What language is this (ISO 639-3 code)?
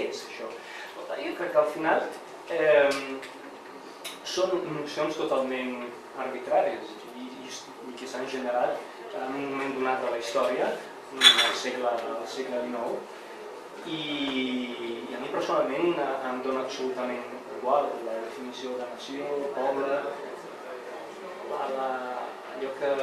cat